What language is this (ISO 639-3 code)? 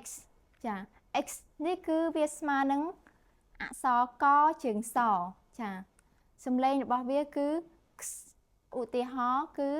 khm